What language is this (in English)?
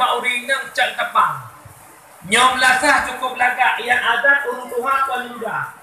Achinese